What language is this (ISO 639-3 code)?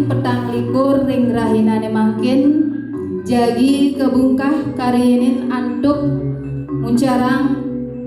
ban